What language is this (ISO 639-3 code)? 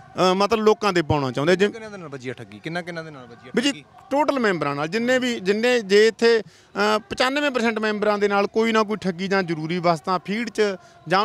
pan